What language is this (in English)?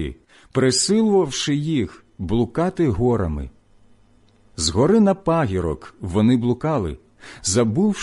Ukrainian